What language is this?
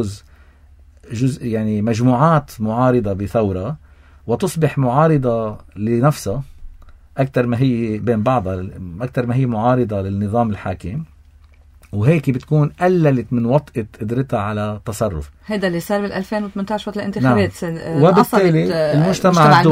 North Levantine Arabic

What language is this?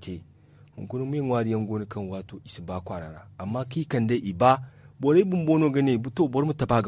Zarma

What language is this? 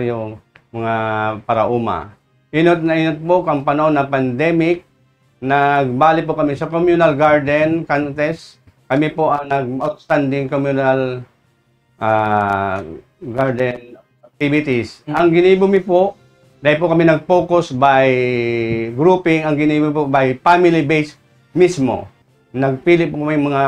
Bikol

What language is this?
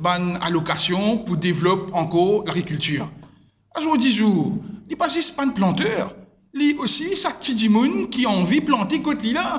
Morisyen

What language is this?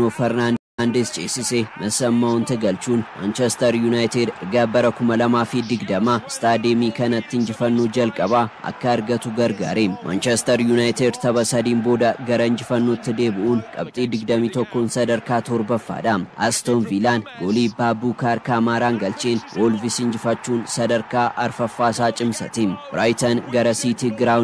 Oromo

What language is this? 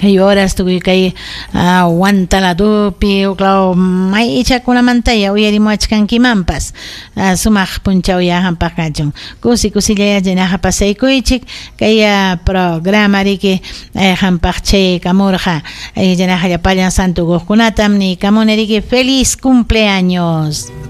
Ayacucho Quechua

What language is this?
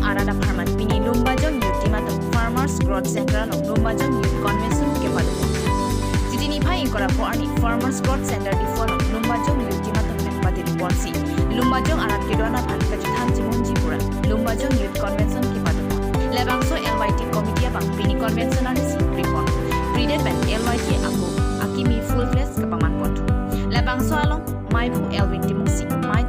Karbi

